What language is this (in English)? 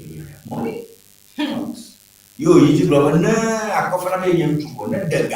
Ewe